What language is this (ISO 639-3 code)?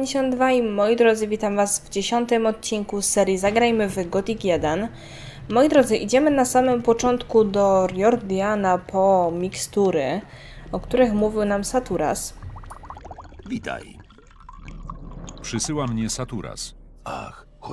pol